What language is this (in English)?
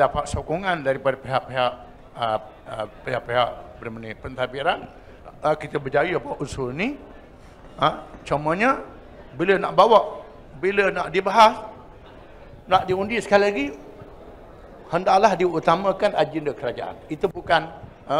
Malay